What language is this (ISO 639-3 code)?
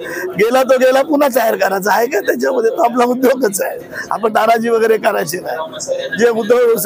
mar